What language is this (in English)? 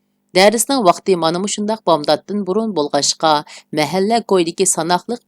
Uyghur